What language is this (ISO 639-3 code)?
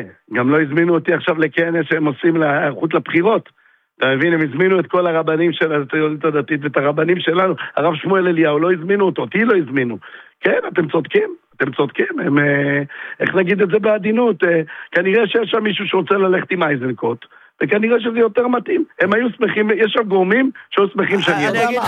heb